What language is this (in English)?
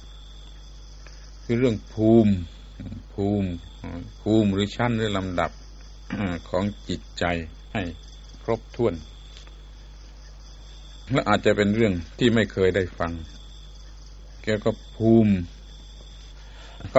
Thai